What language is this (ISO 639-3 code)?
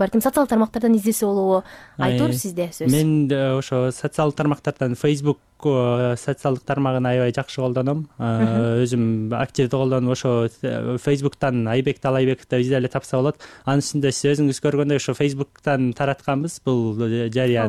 kir